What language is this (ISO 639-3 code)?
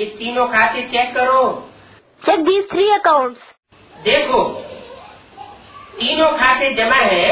hin